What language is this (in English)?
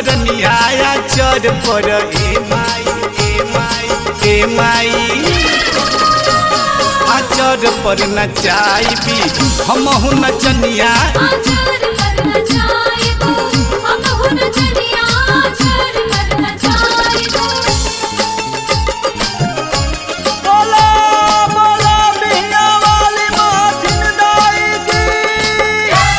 Bhojpuri